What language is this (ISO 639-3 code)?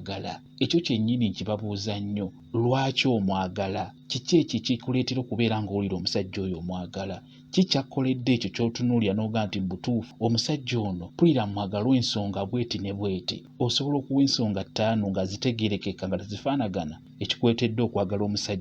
lug